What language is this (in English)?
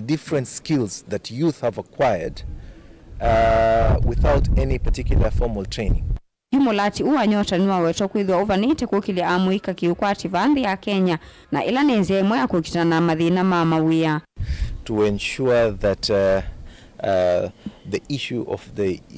Kamba